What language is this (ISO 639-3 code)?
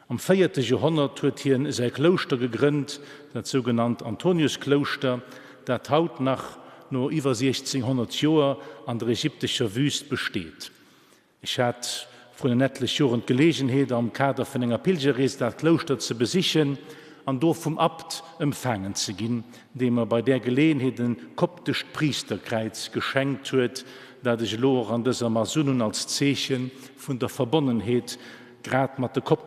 ltz